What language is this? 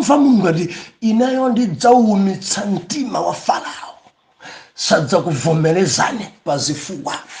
Nyanja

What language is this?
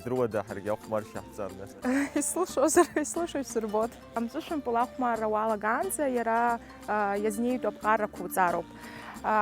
Abkhazian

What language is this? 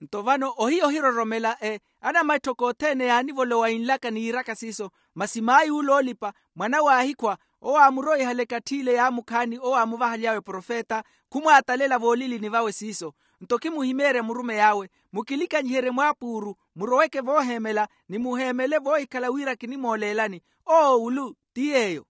Makhuwa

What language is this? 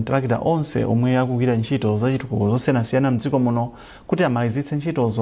Nyanja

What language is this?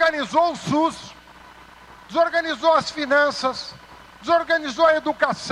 Portuguese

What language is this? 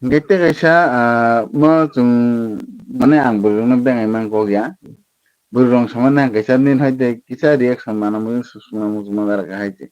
Kok Borok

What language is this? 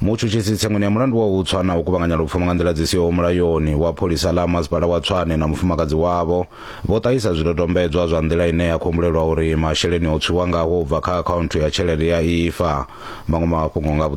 Venda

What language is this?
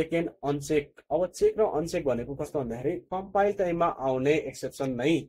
Nepali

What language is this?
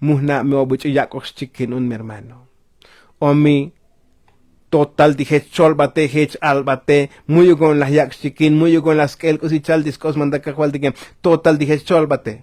Tzotzil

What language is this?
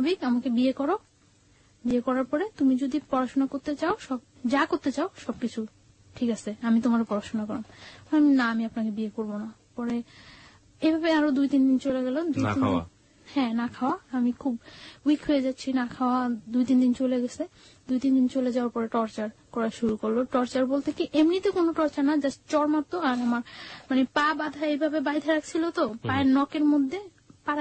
Bangla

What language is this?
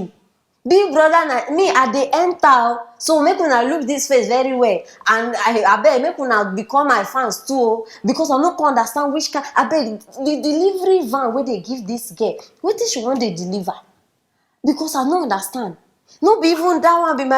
Nigerian Pidgin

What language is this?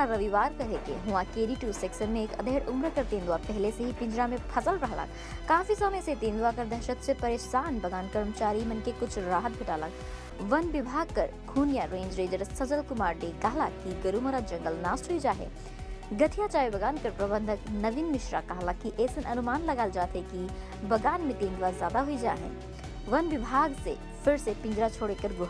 Sadri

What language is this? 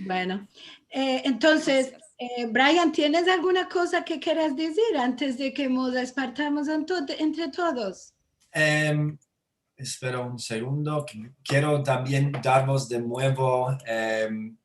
Ladino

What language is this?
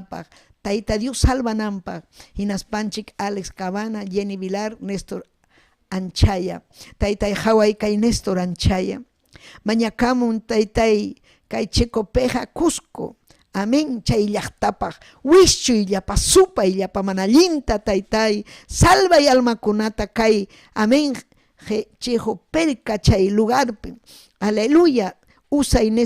Ayacucho Quechua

